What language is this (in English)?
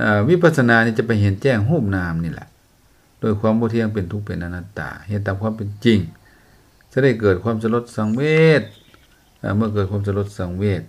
Lao